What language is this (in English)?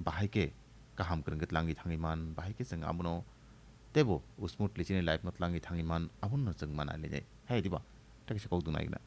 Kok Borok